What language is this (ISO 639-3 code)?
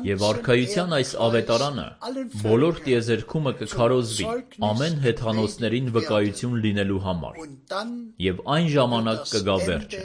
hye